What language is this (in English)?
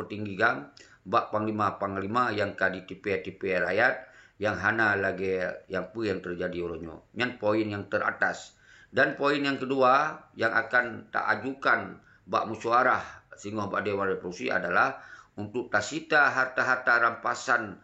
Achinese